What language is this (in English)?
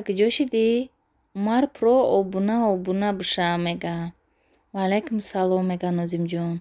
Tajik